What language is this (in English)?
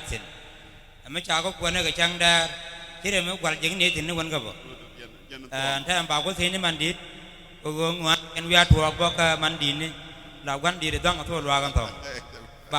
Nuer